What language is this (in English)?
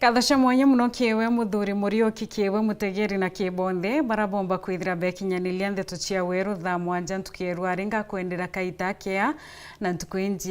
Meru